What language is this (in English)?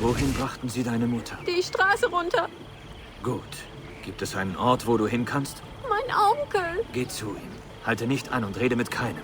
Bavarian